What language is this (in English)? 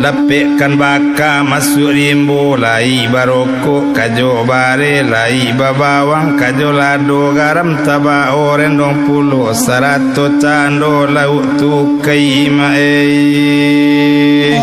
Minangkabau